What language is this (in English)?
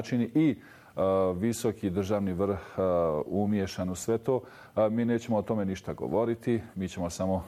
Bosnian